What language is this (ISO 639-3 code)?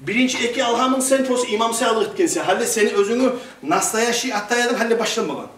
kum